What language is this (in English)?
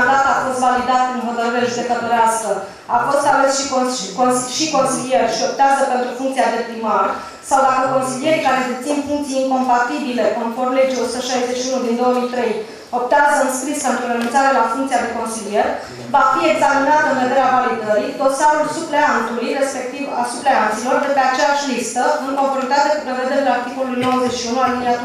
Romanian